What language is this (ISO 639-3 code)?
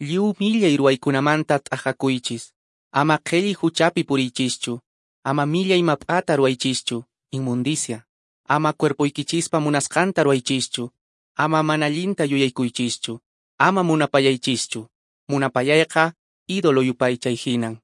que